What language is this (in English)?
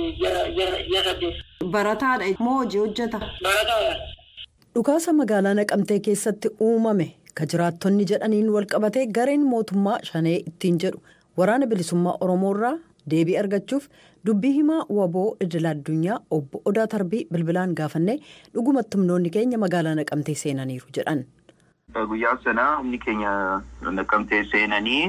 Oromo